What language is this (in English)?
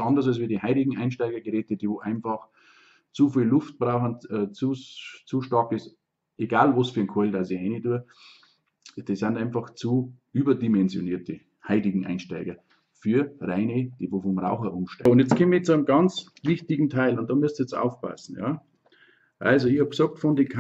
Bavarian